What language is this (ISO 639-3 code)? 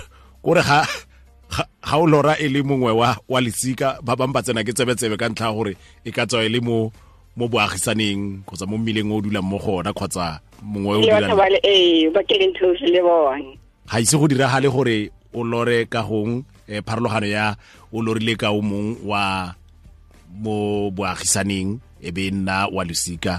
tsn